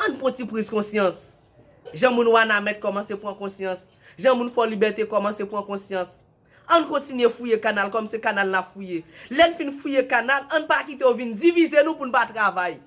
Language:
Haitian Creole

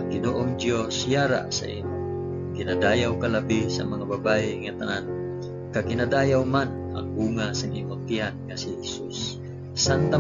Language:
Hiligaynon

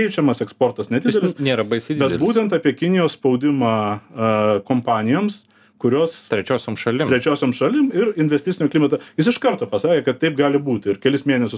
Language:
Lithuanian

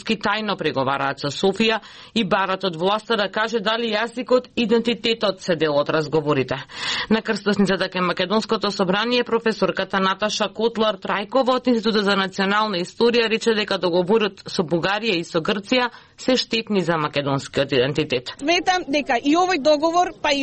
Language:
Macedonian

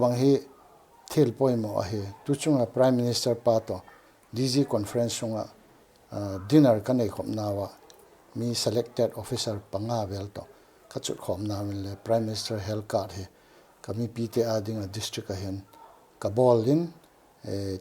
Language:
Paite Chin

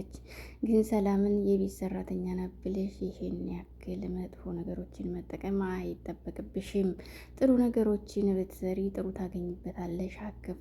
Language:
Amharic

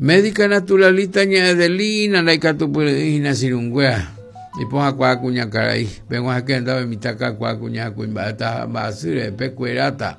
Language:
Guarani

